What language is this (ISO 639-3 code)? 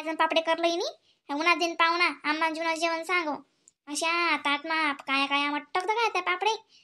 khn